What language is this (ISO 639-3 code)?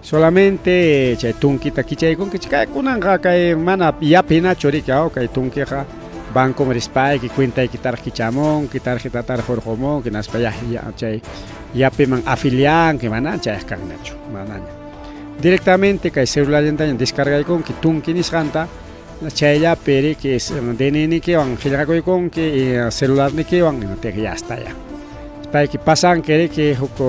quy